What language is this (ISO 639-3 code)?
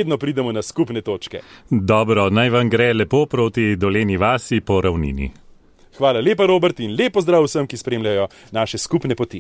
slv